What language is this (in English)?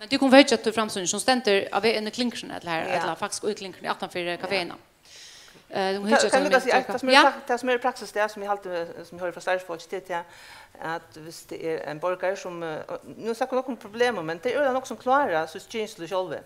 Faroese